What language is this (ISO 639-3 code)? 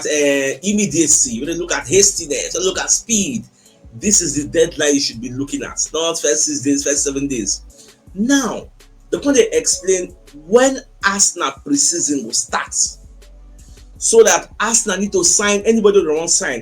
pcm